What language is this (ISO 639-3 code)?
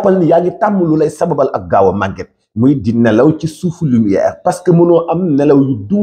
wol